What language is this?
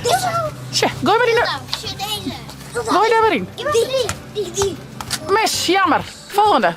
Western Frisian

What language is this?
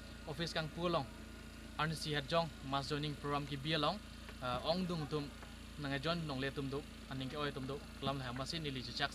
Karbi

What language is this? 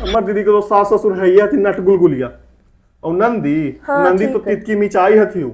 Magahi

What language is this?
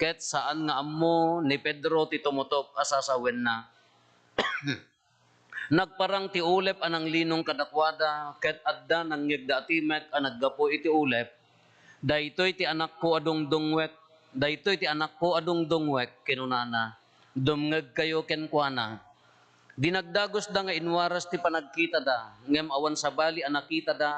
Iloko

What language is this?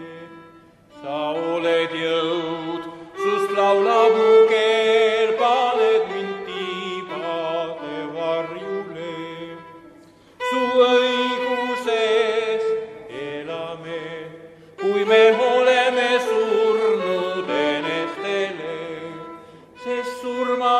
Estonian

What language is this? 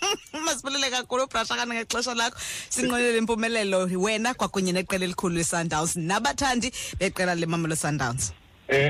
Xhosa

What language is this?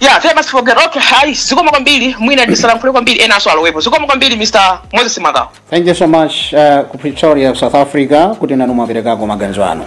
Nyanja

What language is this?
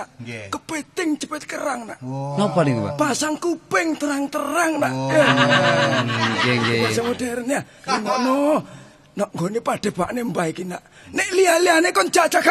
Javanese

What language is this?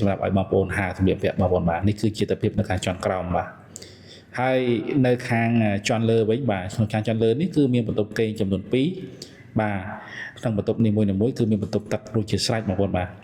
Khmer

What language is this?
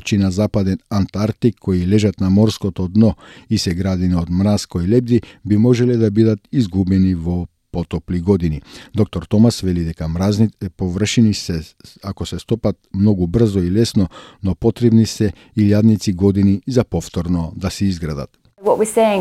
Macedonian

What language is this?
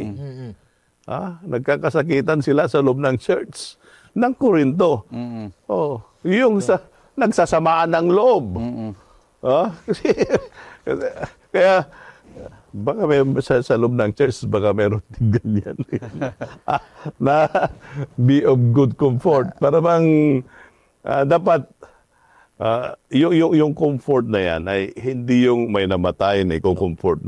Filipino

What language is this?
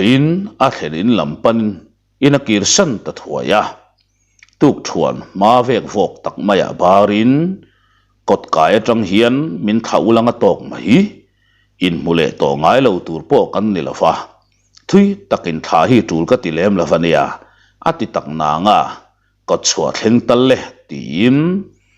Mizo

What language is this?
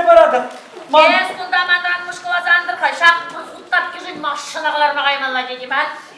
Chuvash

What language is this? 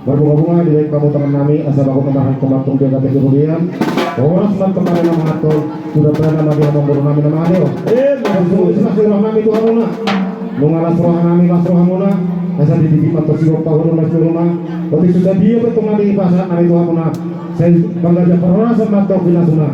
Batak Toba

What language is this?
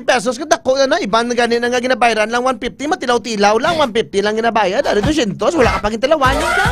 Hiligaynon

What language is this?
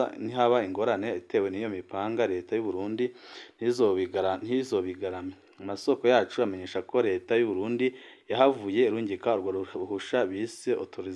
Rundi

